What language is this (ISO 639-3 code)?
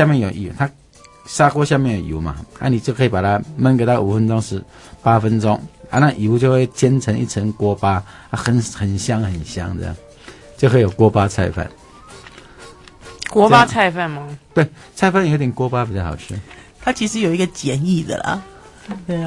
zho